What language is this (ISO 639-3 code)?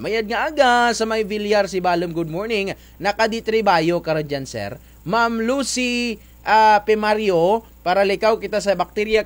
krj